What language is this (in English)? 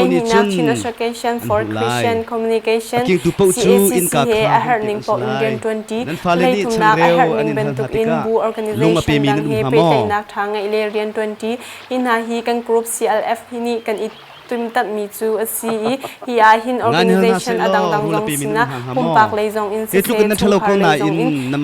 Hakha Chin